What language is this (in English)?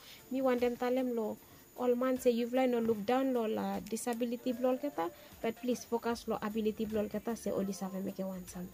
Bislama